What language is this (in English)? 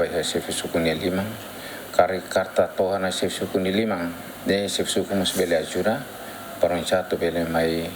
Tetum